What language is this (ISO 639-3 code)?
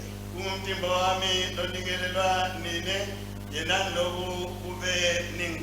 ssw